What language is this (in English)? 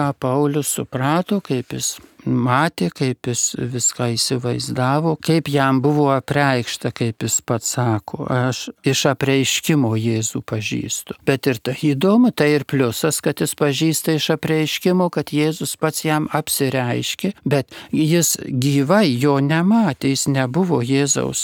Lithuanian